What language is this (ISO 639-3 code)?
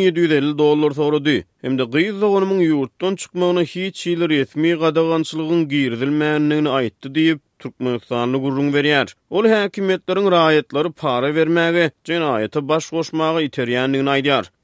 tuk